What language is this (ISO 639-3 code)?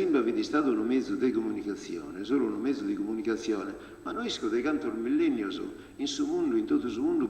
srd